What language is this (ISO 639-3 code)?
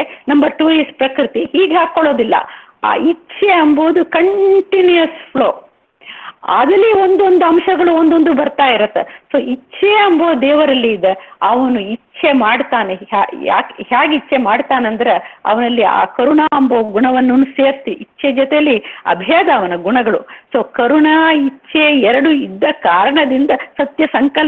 kan